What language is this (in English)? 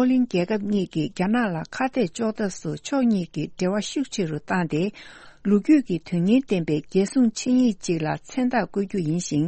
Tibetan